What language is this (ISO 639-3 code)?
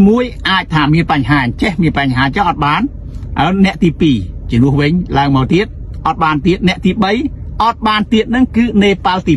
khm